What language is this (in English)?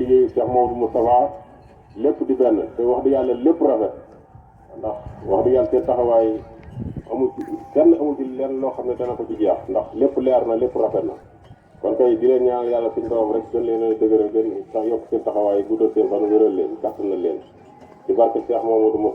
Wolof